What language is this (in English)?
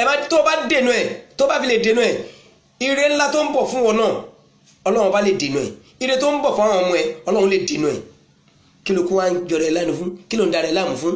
Yoruba